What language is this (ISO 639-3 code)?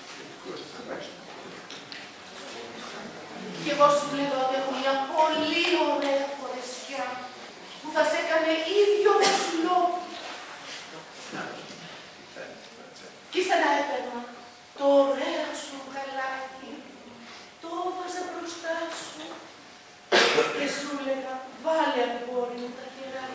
ell